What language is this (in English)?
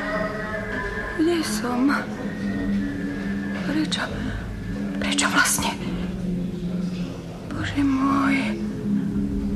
Slovak